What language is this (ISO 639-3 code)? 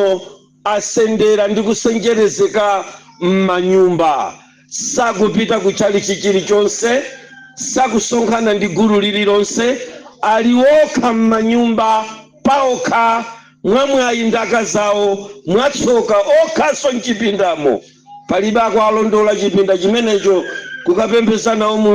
nya